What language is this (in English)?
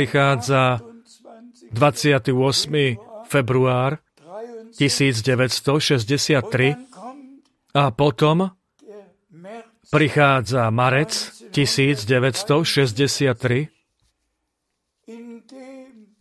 Slovak